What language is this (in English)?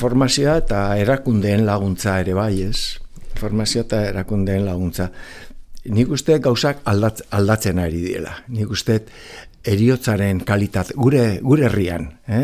Basque